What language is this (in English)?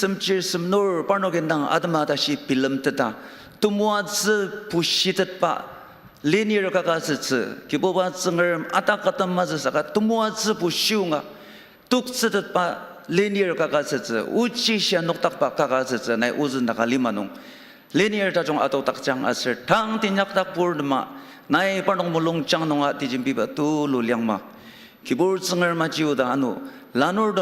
Ao Naga